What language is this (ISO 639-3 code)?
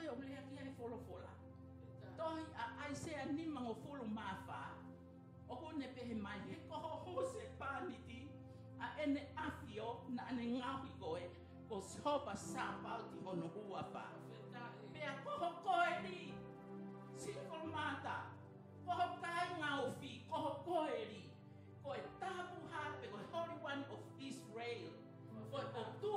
ton